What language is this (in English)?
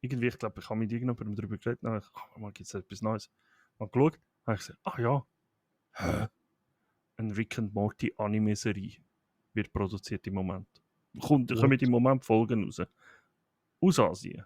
Swiss German